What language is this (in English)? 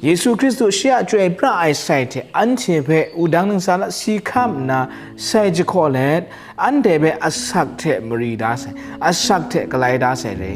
Kachin